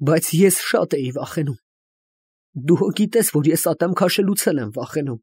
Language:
Armenian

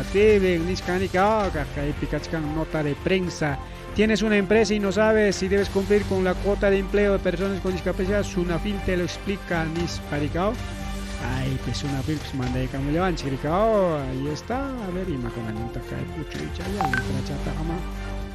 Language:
Ayacucho Quechua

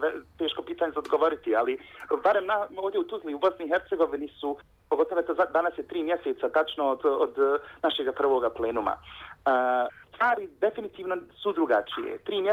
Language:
Bosnian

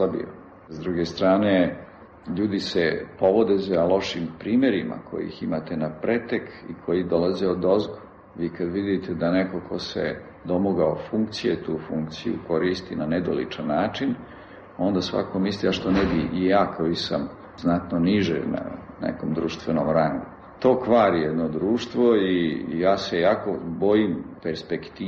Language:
Serbian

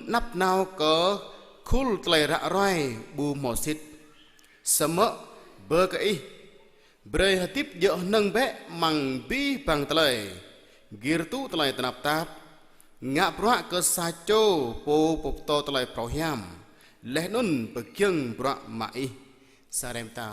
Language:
Jarai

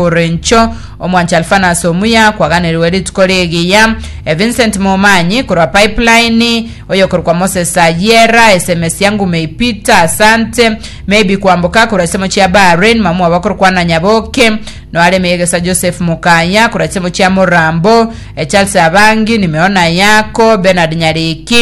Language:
Gusii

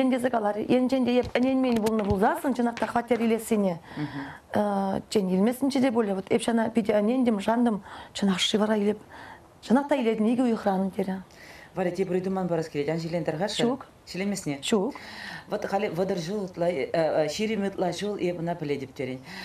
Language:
Chuvash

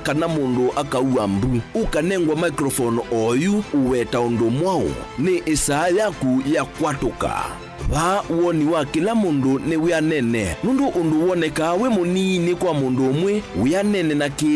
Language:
Kamba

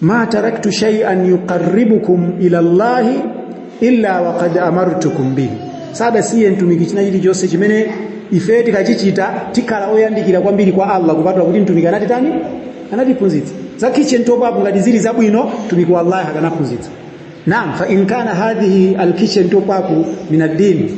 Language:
Nyanja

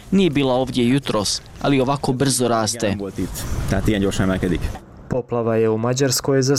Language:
Bosnian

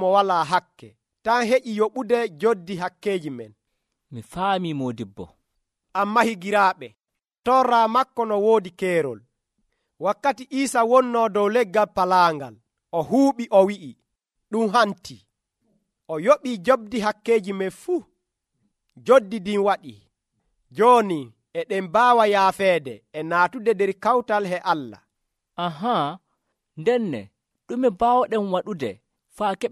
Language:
Nigerian Fulfulde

